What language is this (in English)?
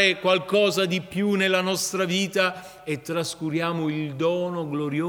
Italian